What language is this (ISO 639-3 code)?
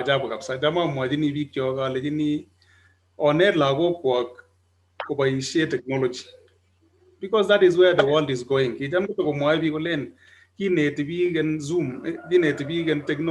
kln